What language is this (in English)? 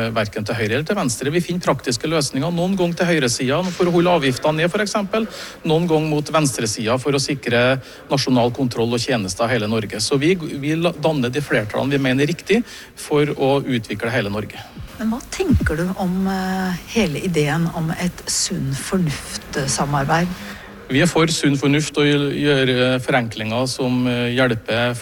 Norwegian